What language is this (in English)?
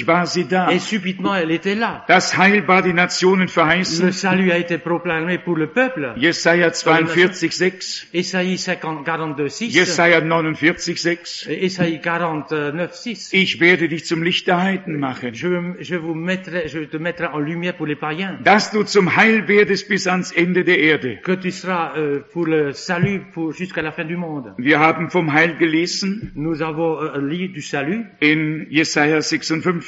German